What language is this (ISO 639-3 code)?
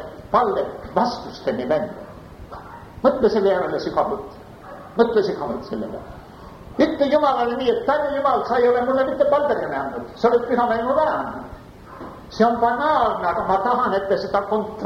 est